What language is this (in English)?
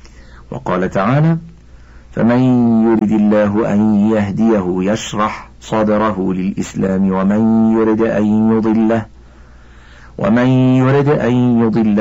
Arabic